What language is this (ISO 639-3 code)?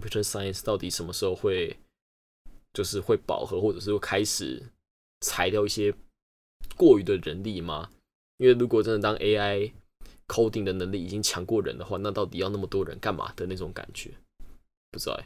zho